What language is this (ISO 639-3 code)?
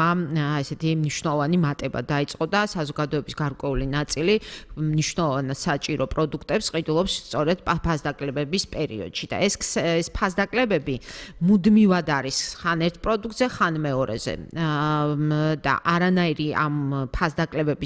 kat